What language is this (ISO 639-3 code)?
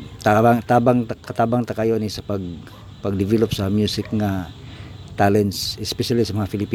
ceb